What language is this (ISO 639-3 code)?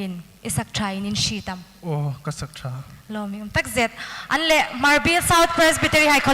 hmr